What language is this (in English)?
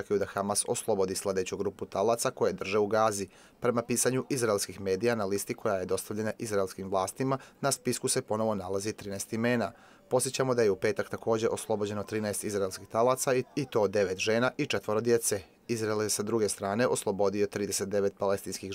Bosnian